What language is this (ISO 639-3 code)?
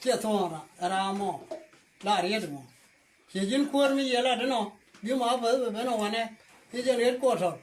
nus